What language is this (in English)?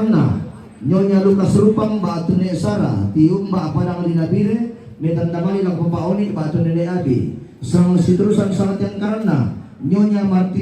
Toraja-Sa'dan